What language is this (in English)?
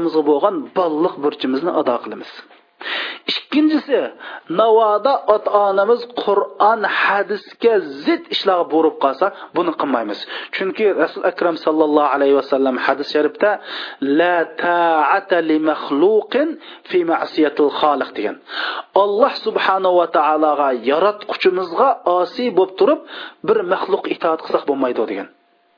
Uyghur